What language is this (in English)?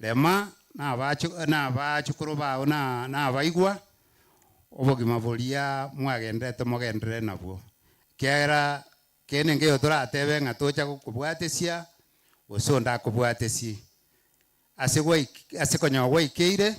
Gusii